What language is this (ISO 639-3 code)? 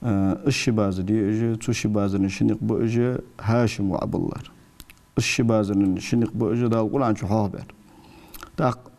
inh